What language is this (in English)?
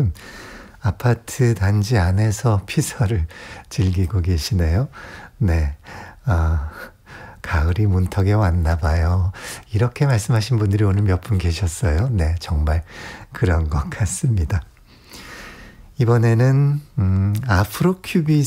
Korean